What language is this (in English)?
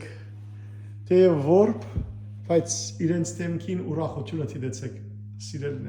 Western Armenian